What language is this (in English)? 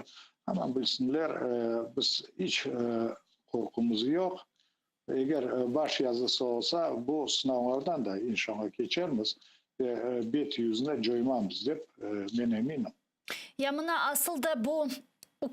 Crimean Tatar